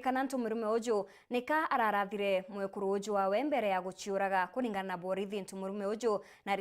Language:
Meru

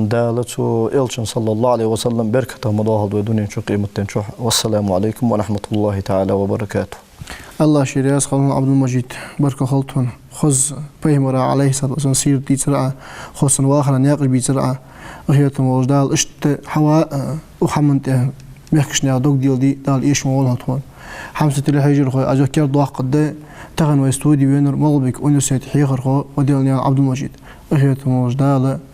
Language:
Ingush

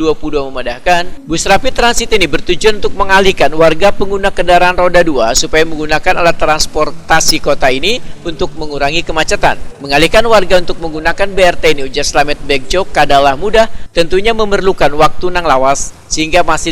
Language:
Banjar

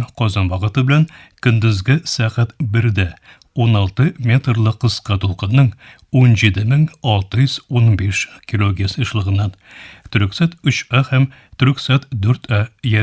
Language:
Tatar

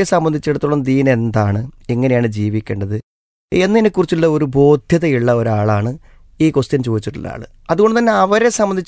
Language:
Malayalam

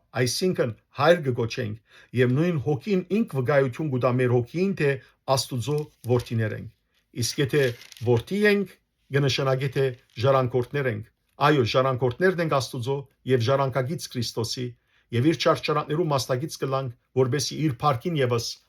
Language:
Western Armenian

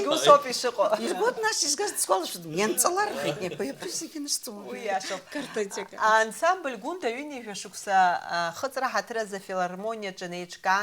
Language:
Abkhazian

